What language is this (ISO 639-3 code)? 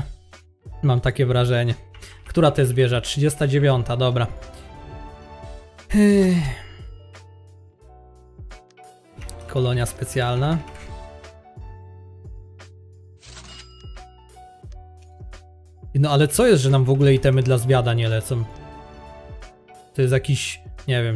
pol